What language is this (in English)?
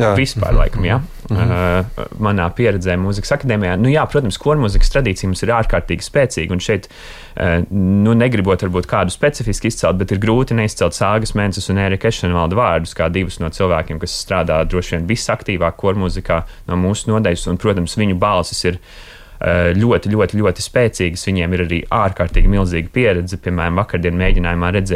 Latvian